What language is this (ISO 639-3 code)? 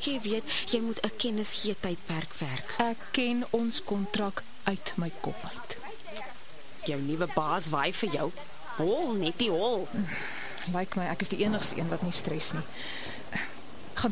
afr